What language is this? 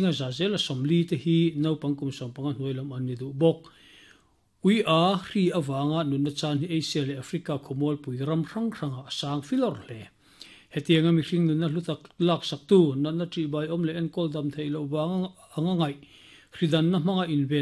Mizo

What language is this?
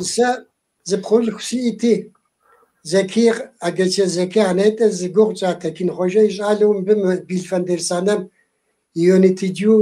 Kabardian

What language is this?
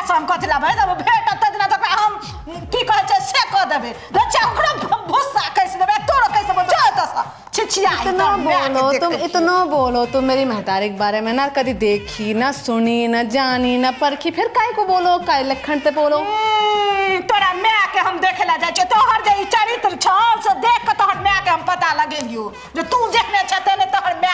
Maithili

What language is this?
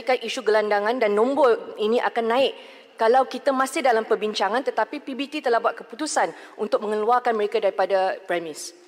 Malay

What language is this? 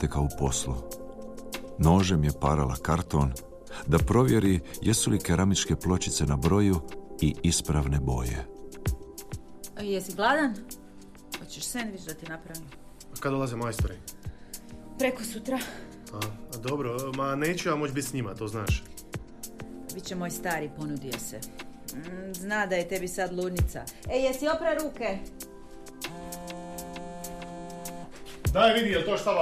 Croatian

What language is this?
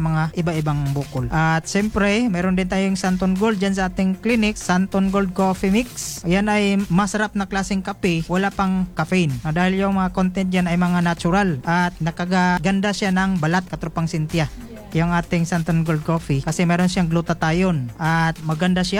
Filipino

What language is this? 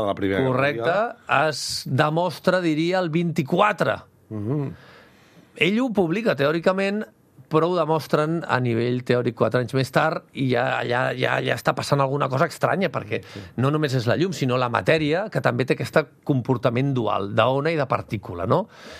Catalan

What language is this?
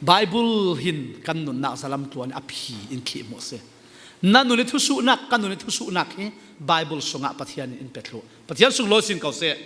Falam Chin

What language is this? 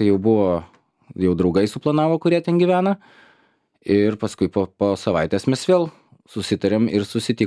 Lithuanian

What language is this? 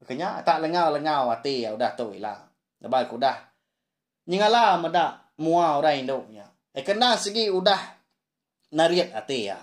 Iban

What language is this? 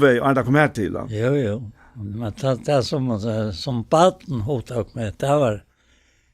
Faroese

